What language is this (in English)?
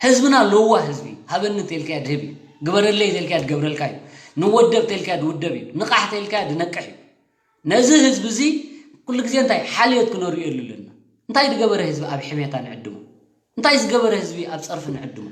Tigrinya